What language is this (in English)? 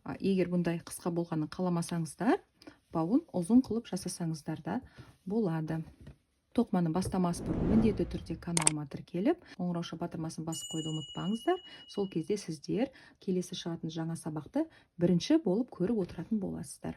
Kazakh